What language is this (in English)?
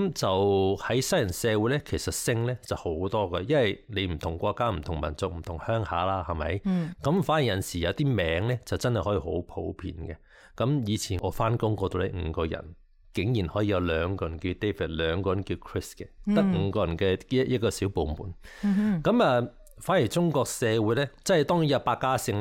Cantonese